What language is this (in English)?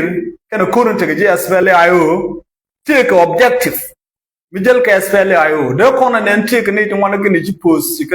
Nuer